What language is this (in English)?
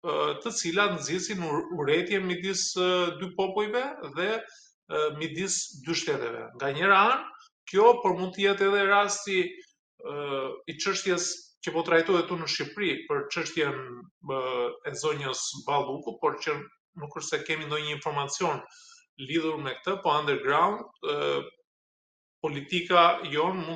Albanian